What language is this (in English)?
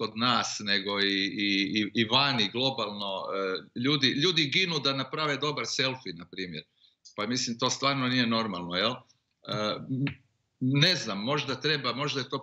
Serbian